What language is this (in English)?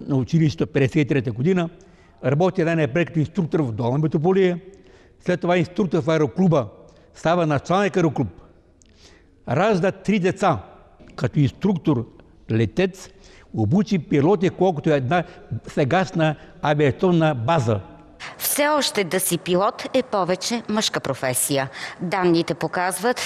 Bulgarian